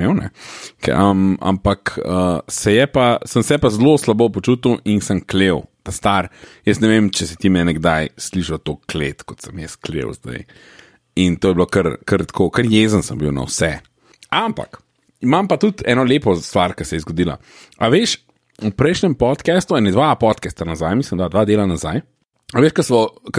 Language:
Slovenian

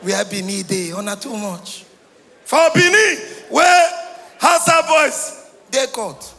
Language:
Nigerian Pidgin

